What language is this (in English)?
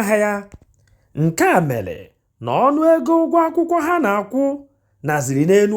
Igbo